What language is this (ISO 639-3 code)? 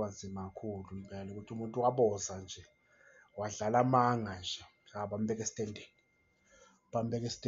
zul